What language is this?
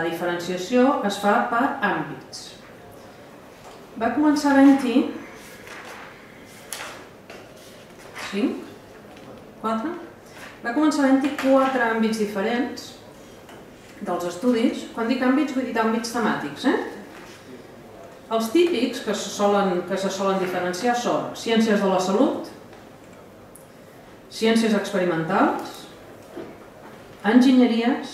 Catalan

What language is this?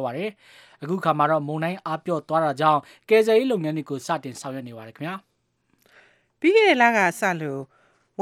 Burmese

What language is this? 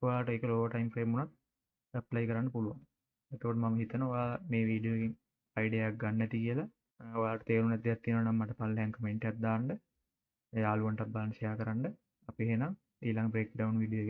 Sinhala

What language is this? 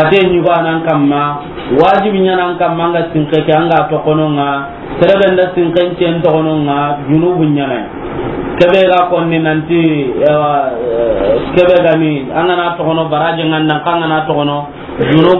Soninke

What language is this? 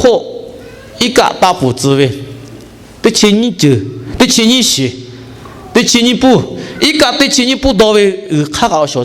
Lahu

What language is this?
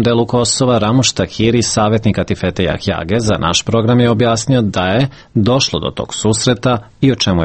Serbian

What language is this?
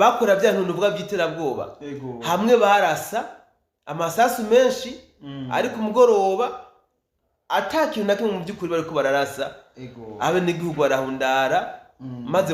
Rundi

